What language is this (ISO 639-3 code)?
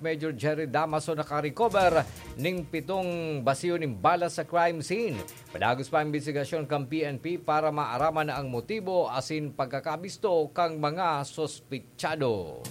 bik